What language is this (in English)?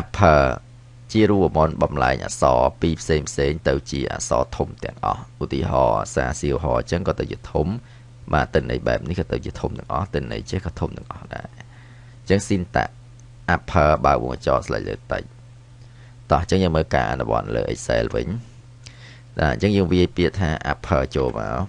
Khmer